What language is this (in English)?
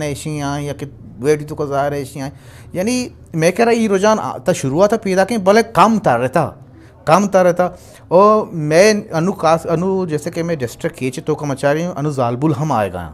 Eastern Balochi